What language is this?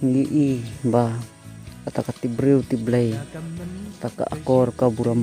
Khasi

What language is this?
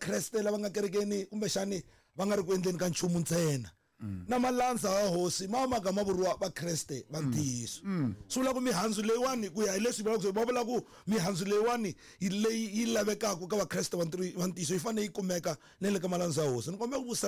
Tsonga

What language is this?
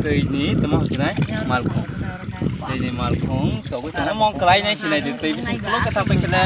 Kok Borok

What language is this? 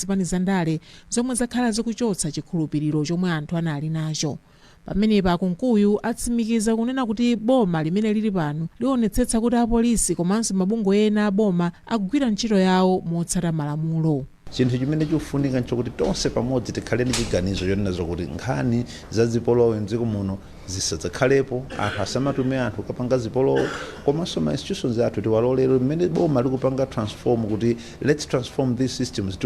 Nyanja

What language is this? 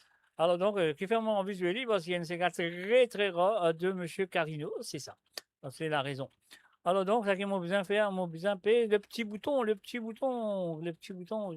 Morisyen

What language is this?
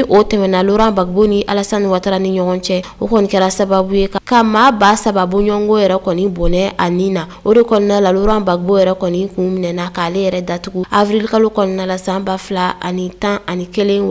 Bambara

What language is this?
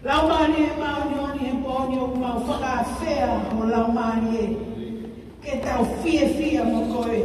Tongan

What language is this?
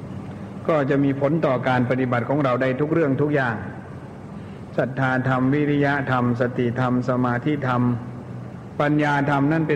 Thai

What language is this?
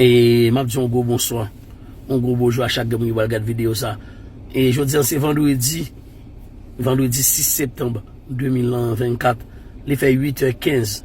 Haitian Creole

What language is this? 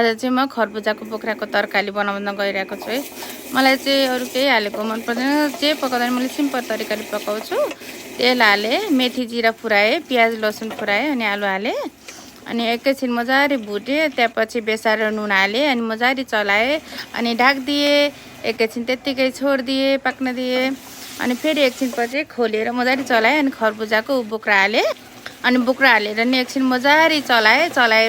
Nepali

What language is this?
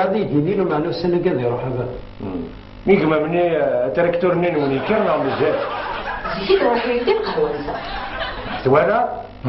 Kabyle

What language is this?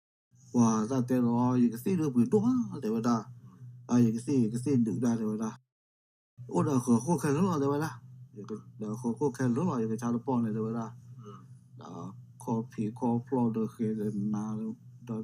S'gaw Karen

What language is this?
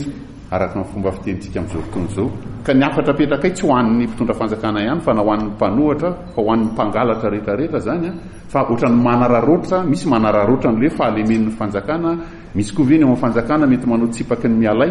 Malagasy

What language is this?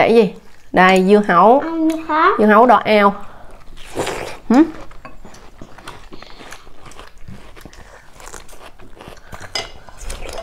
Vietnamese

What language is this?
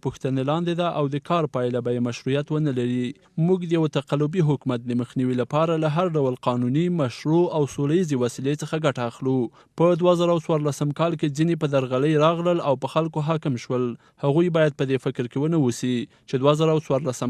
Pashto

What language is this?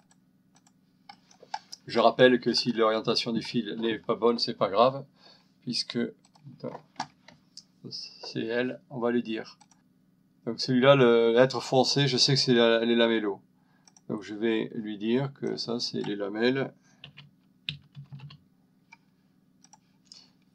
French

